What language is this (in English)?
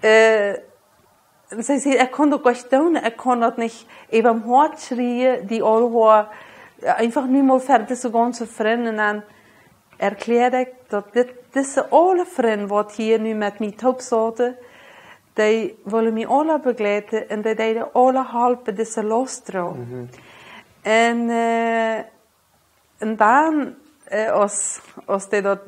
Plautdietsch